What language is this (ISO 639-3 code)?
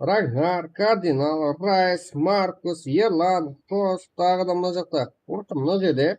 kaa